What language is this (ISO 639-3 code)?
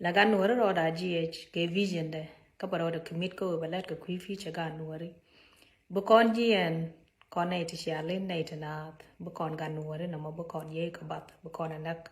nus